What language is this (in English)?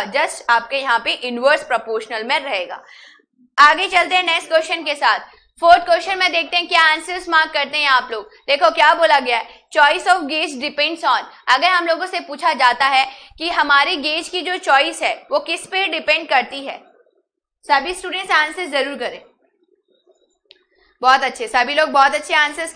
Hindi